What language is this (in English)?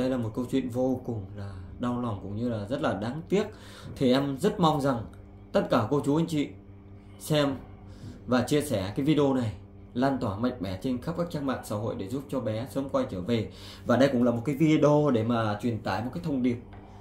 Vietnamese